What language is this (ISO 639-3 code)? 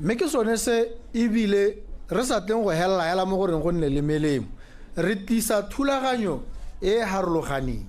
tsn